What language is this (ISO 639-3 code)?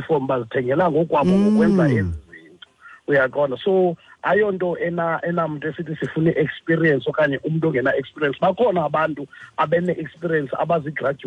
xho